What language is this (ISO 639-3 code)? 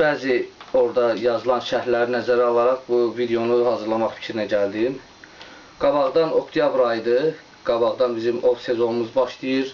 aze